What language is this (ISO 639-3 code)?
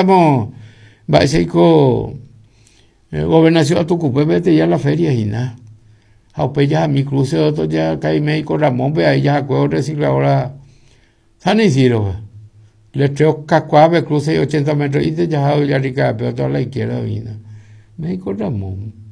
grn